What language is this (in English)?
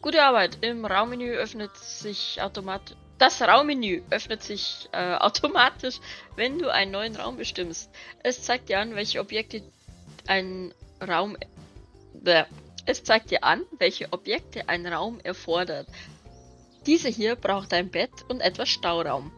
Bavarian